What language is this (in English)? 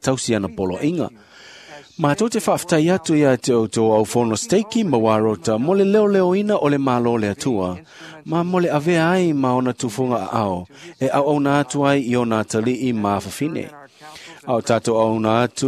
Samoan